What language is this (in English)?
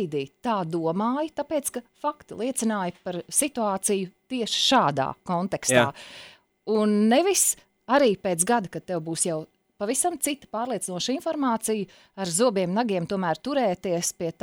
Latvian